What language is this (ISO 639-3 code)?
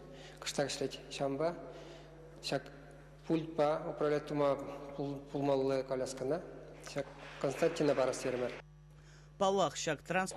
chv